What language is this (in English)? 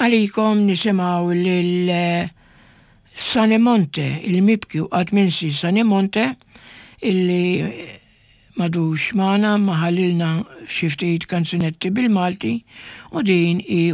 Maltese